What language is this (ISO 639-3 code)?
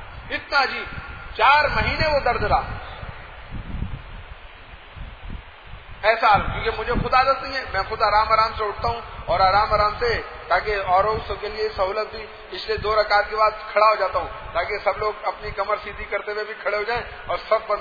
urd